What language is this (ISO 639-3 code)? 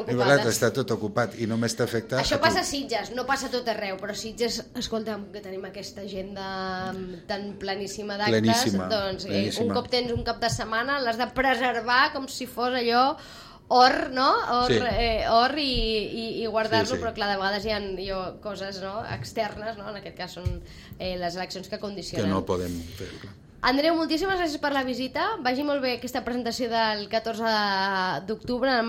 cat